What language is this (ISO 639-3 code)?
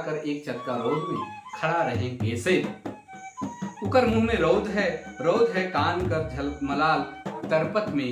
sck